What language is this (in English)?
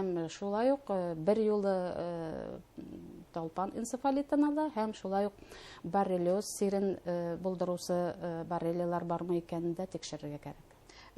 Bashkir